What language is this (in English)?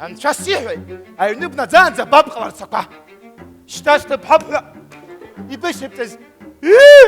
Abkhazian